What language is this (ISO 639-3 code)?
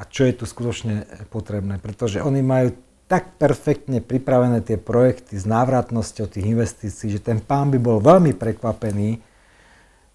slk